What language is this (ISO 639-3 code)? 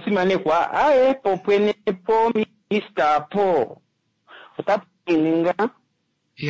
kua